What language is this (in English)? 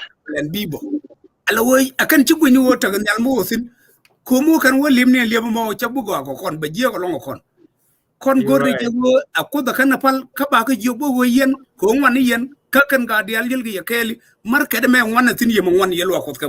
Nuer